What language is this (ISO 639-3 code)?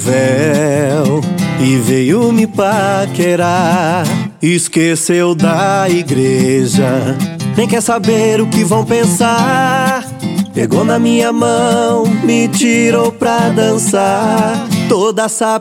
por